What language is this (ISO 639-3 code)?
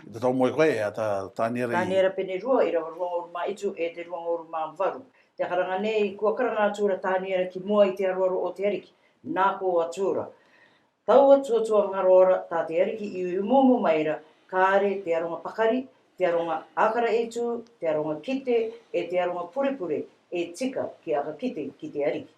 rar